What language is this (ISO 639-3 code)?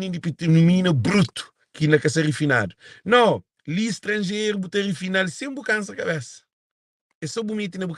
kea